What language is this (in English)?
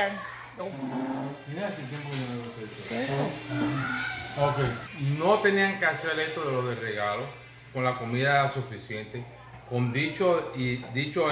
Spanish